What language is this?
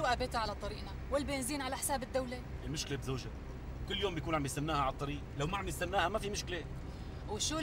North Levantine Arabic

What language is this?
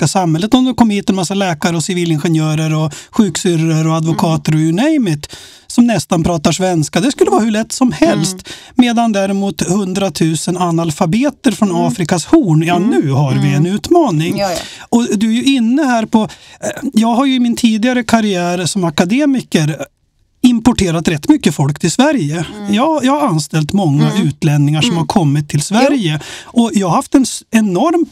Swedish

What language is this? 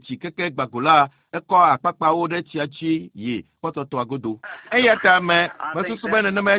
Ewe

